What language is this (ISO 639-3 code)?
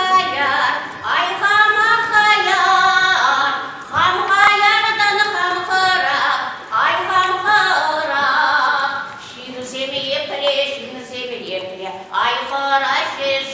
chv